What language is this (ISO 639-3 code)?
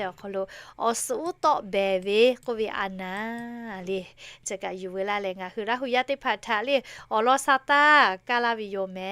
lhu